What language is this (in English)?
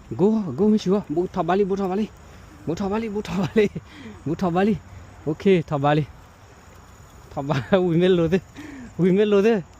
S'gaw Karen